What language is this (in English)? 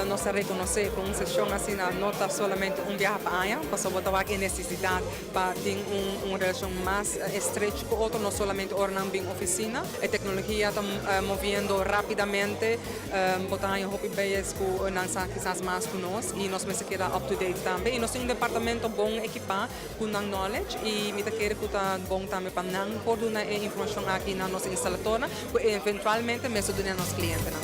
Papiamento